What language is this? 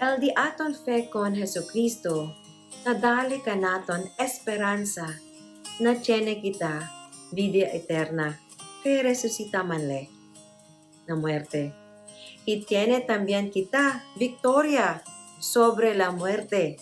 Chavacano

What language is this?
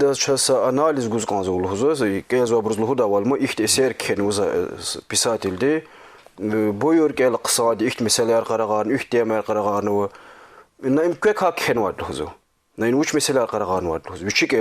Lezghian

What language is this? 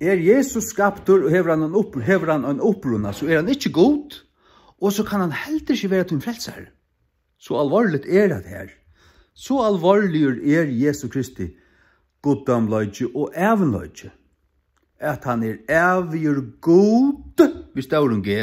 Faroese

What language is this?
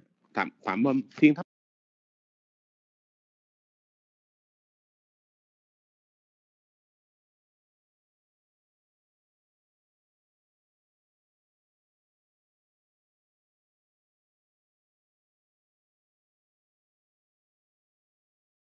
Vietnamese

